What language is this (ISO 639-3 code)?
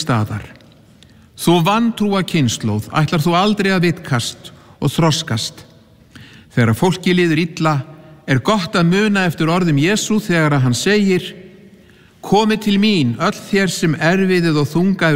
isl